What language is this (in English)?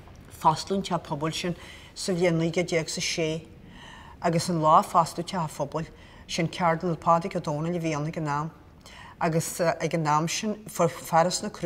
Irish